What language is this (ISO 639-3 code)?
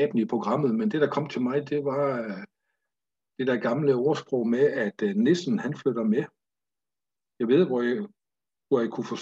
dan